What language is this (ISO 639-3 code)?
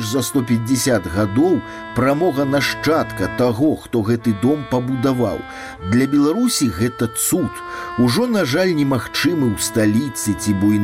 bel